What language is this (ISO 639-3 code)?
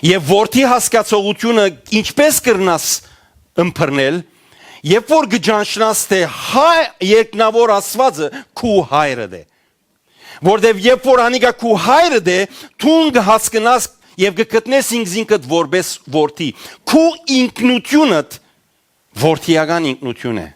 hyw